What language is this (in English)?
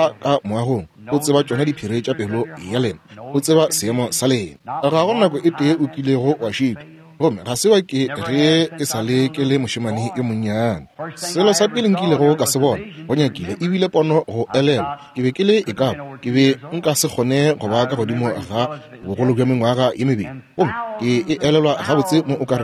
Northern Sotho